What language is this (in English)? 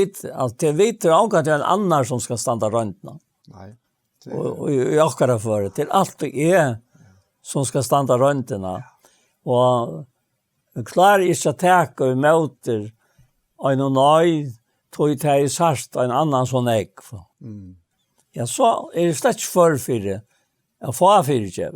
Faroese